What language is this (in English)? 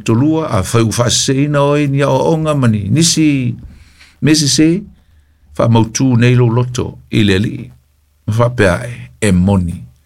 Samoan